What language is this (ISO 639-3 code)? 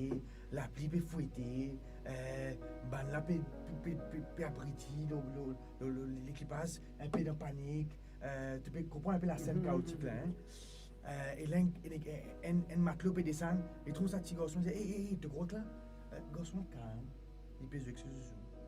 mfe